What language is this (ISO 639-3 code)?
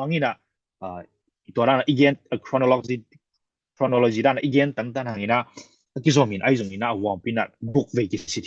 ctd